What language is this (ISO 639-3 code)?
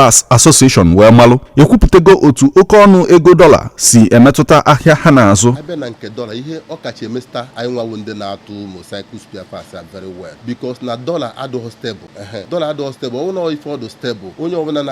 ibo